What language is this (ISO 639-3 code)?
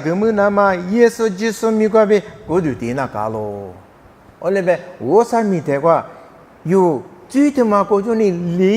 lis